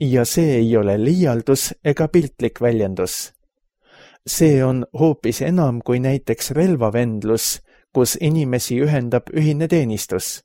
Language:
Estonian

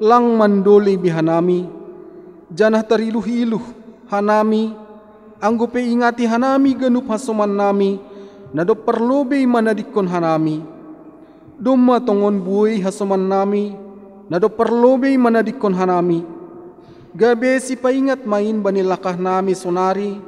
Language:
Batak Simalungun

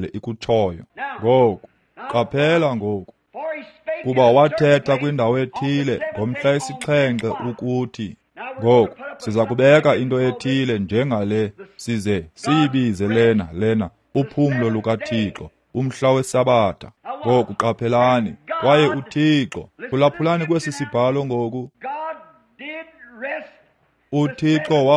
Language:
Xhosa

